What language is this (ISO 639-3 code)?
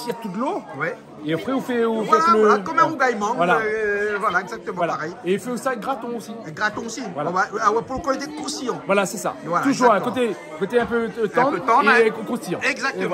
rcf